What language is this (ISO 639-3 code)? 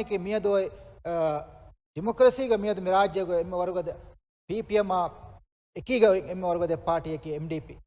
div